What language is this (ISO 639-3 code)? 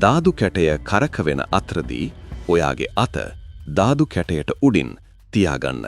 sin